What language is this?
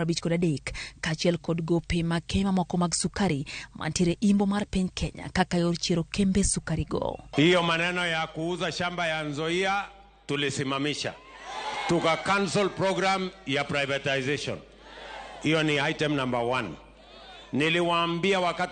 Luo (Kenya and Tanzania)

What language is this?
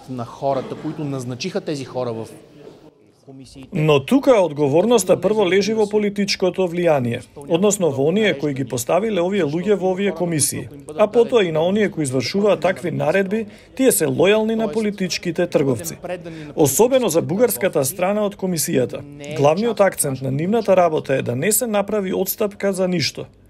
Macedonian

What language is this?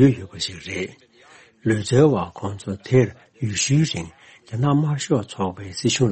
Tibetan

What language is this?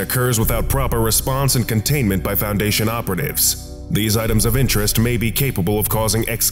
English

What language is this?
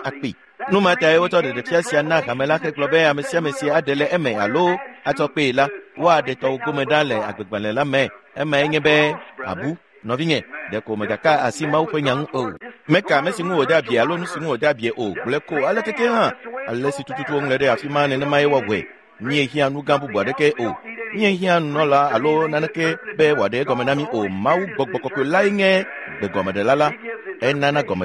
Ewe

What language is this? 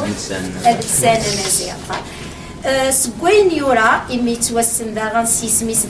Kabyle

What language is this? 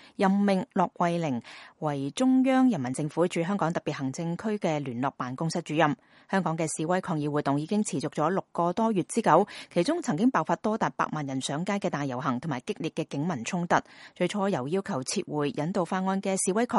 Cantonese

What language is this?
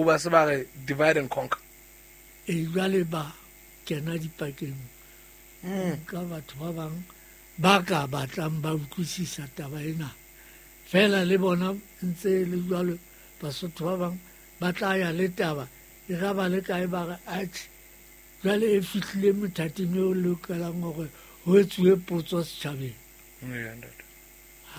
Southern Sotho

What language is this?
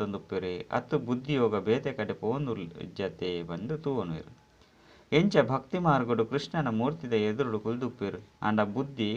Tulu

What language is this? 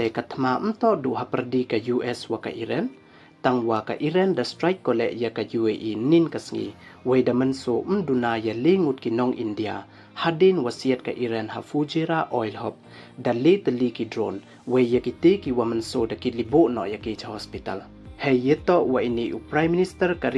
Pnar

